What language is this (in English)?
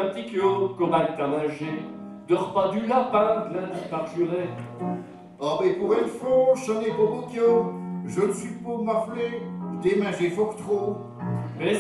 Picard